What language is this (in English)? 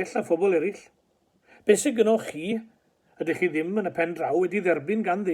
Welsh